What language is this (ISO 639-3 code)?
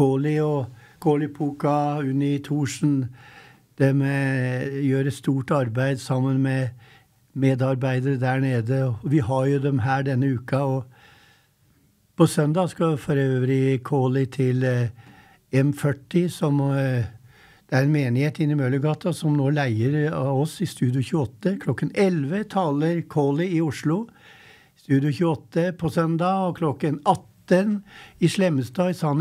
nor